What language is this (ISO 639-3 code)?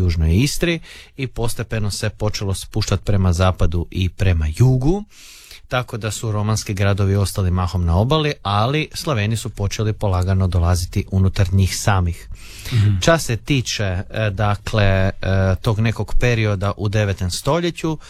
hrv